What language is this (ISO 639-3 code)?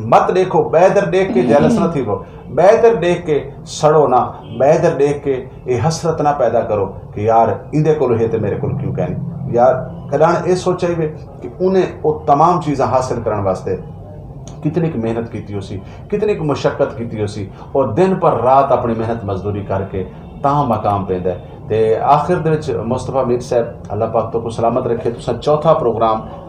skr